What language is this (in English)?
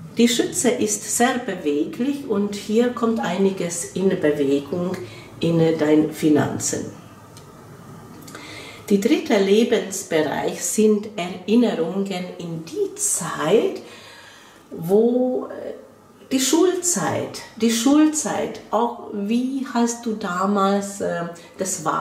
German